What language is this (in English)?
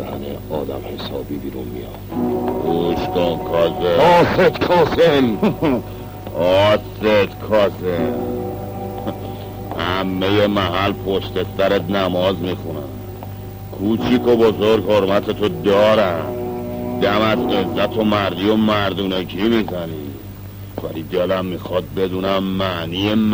Persian